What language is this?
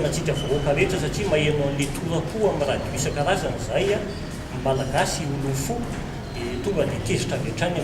Malagasy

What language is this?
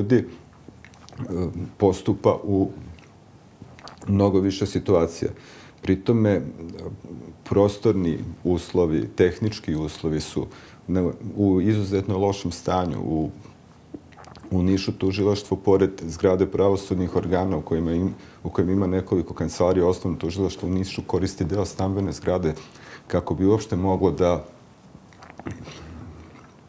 Serbian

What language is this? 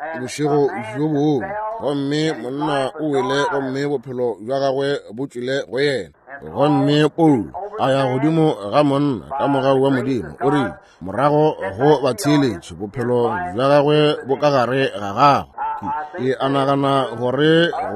Northern Sotho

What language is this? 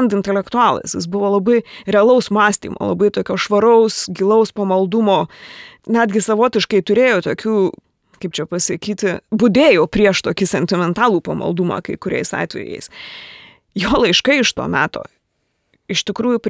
Lithuanian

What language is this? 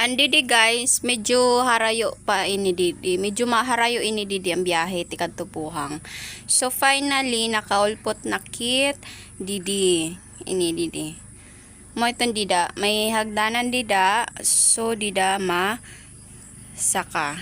Waray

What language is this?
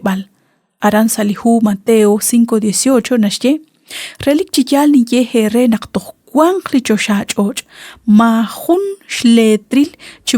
Kekchí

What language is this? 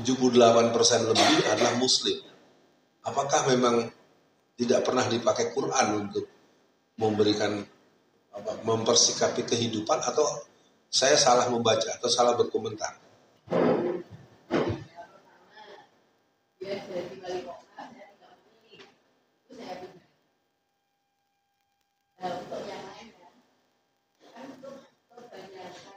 Indonesian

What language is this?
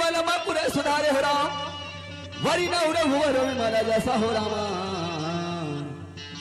Chhattisgarhi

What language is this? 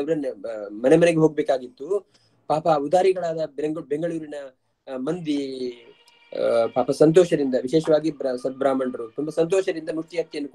Kannada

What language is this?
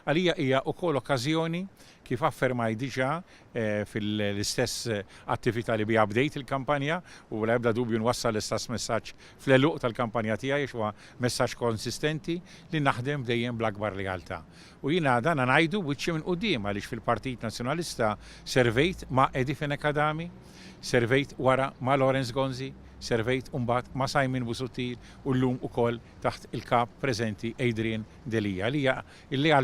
Maltese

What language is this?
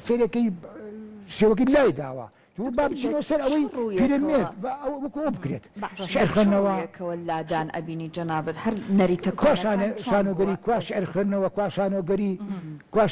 Central Kurdish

